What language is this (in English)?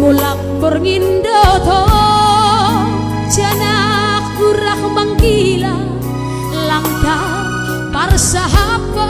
Batak Simalungun